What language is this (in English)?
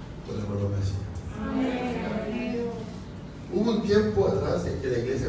Spanish